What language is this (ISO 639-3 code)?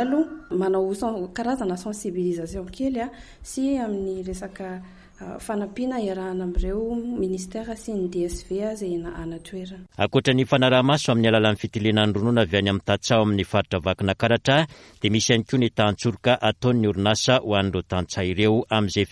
mlg